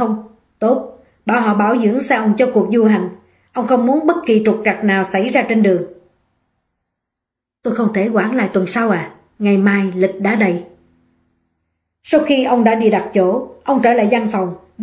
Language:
Vietnamese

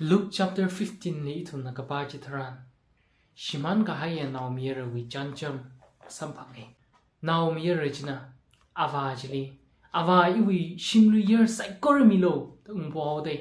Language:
Tangkhul Naga (India)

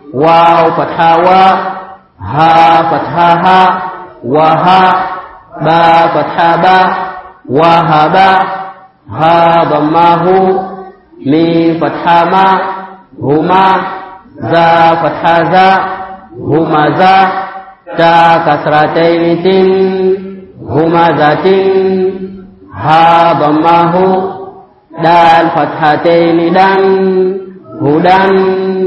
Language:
Swahili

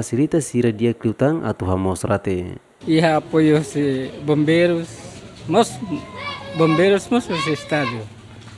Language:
Tetum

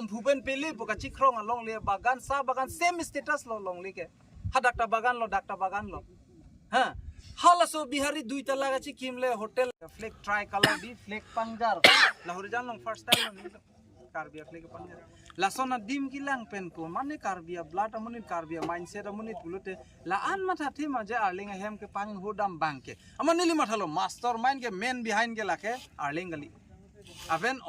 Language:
Karbi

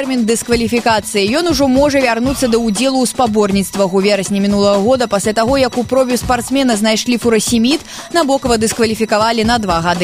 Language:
Belarusian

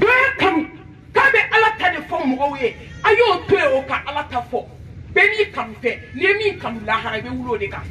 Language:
Bambara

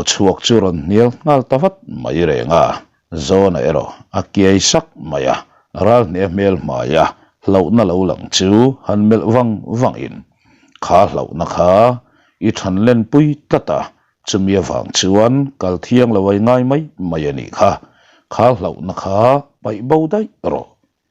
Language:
Mizo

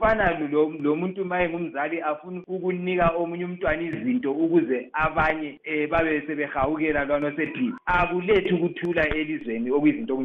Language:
North Ndebele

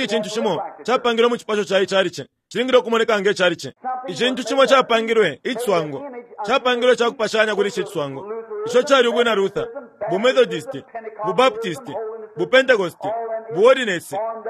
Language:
Bemba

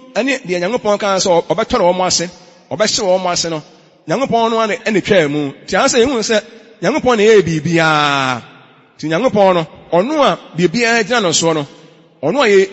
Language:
Akan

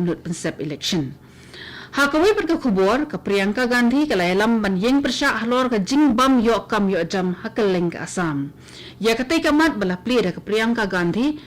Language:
Khasi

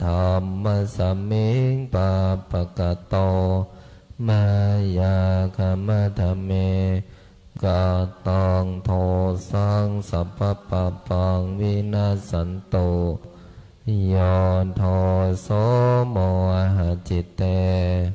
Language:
Pali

